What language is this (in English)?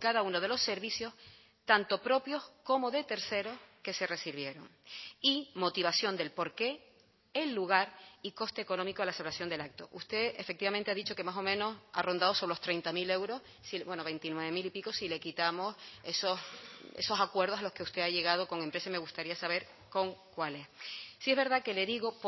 Spanish